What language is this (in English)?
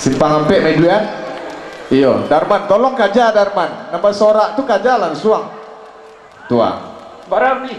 Minangkabau